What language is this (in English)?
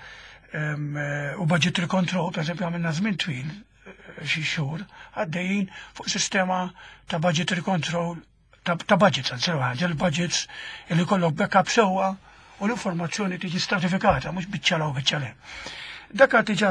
Maltese